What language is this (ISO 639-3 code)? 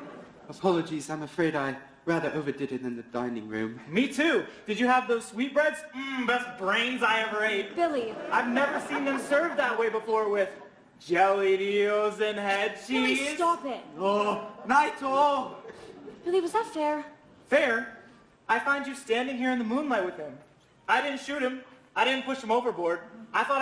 eng